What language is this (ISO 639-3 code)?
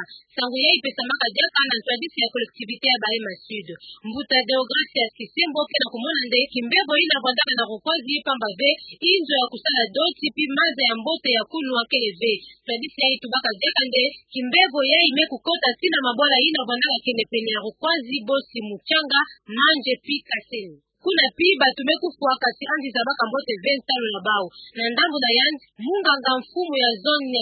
ktu